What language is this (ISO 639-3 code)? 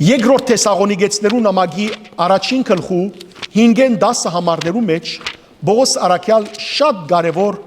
hyw